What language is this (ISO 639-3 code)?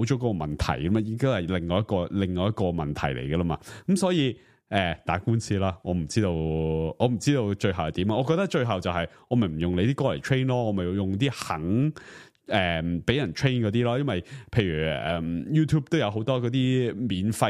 yue